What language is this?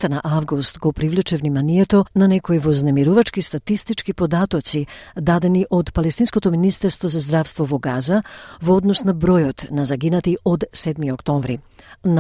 Macedonian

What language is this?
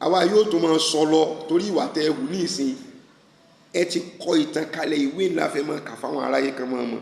Yoruba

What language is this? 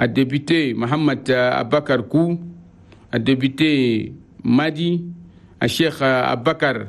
Chadian Arabic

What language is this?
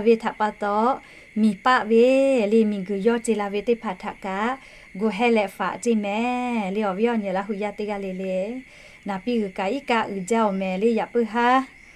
Lahu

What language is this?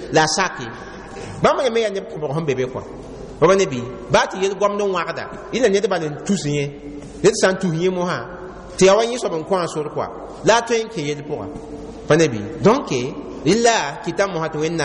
Mossi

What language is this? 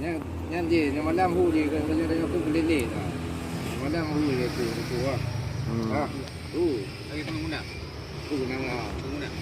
Achinese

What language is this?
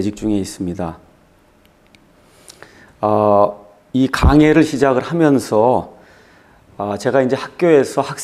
Korean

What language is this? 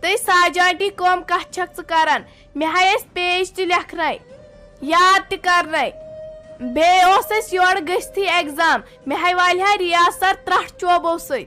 Kashmiri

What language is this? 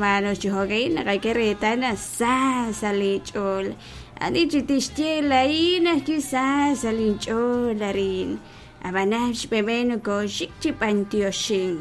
Kekchí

